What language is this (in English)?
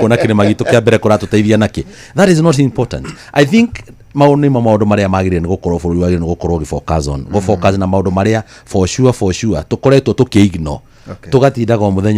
Kikuyu